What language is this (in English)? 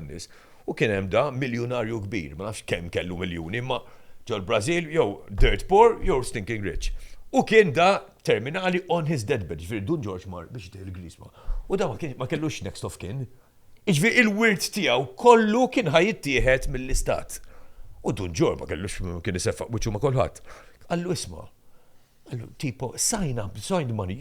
Maltese